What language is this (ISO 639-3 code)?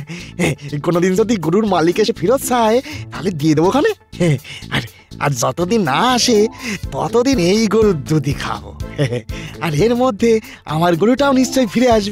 ben